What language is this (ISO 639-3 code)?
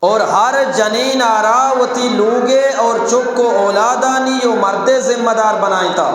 bgp